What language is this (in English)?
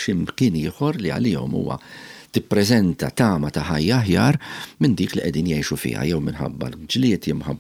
Maltese